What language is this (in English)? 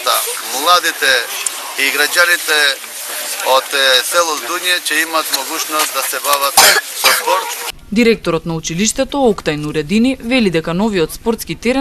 Macedonian